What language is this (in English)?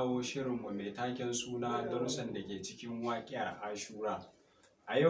Hausa